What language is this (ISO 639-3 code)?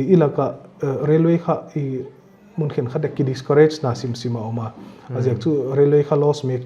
pck